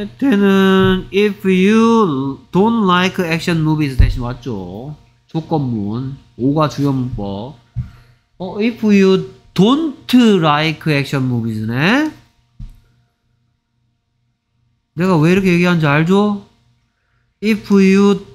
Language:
Korean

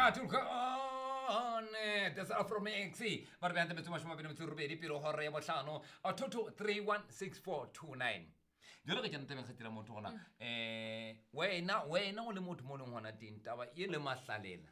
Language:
Southern Sotho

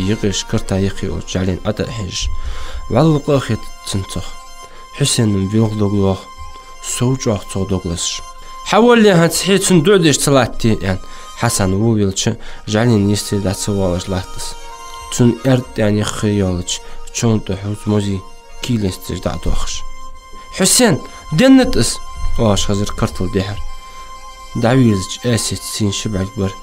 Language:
Ingush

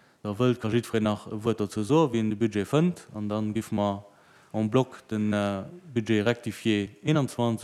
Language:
Luxembourgish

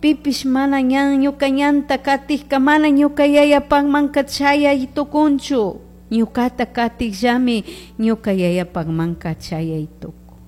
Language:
Chimborazo Highland Quichua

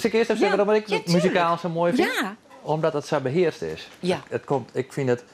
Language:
Western Frisian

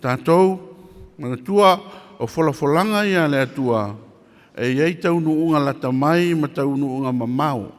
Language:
Samoan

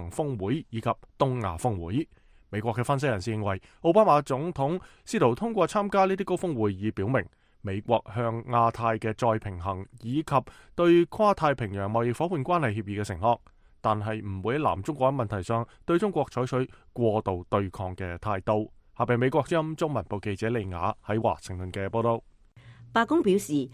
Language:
Cantonese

